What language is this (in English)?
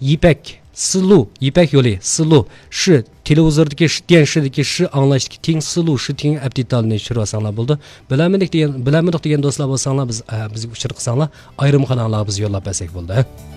Uyghur